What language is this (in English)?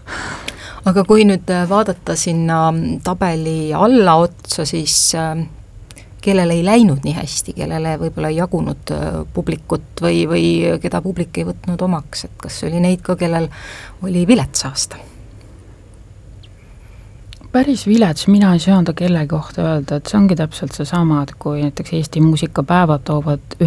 Estonian